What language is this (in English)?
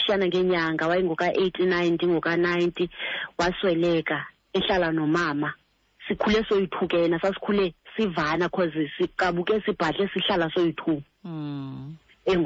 Xhosa